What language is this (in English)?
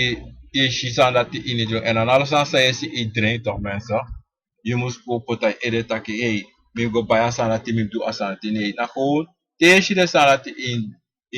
Sranan Tongo